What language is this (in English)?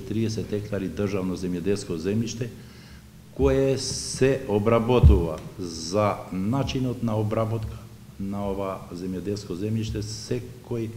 Macedonian